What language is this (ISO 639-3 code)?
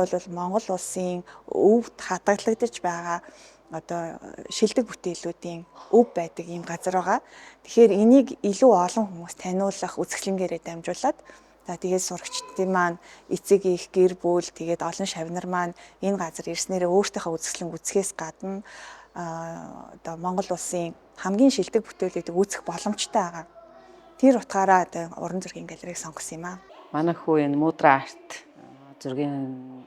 mon